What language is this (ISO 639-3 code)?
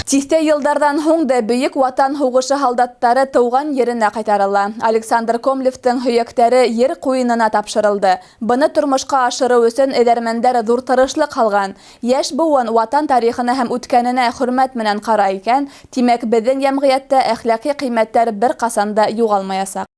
bak